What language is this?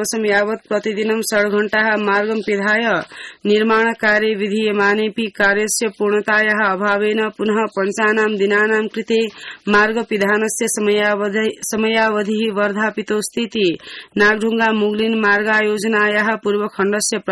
Sanskrit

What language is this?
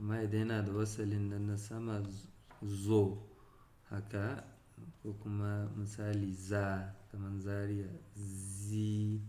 Hausa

